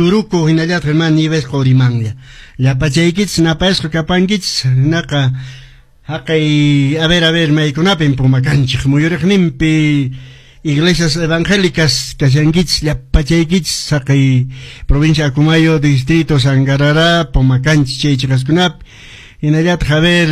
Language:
Quechua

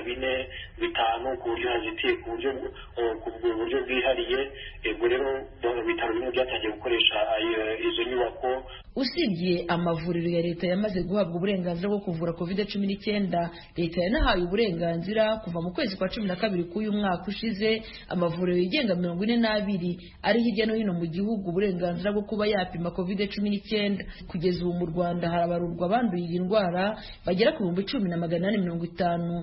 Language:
Kinyarwanda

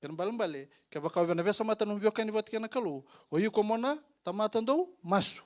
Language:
Fijian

